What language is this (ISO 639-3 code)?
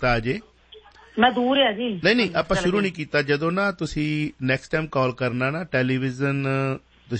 pan